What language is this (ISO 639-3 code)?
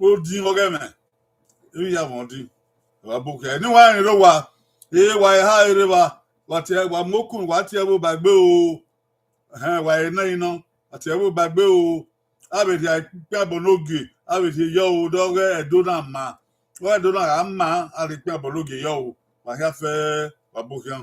bin